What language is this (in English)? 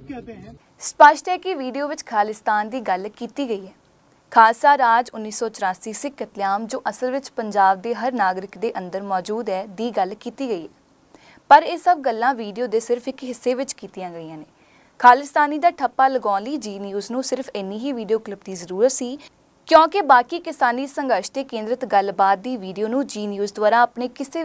Punjabi